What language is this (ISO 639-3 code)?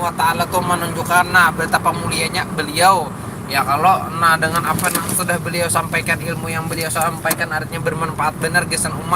bjn